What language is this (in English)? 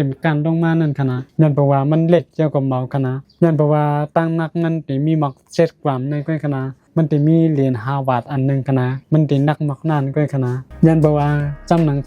Shan